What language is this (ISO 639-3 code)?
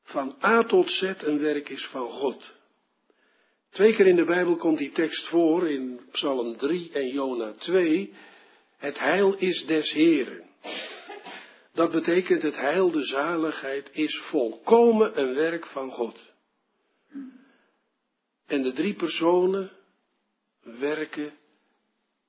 nld